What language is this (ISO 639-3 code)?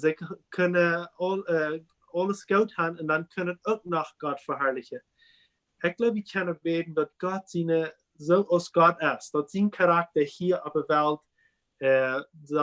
pdt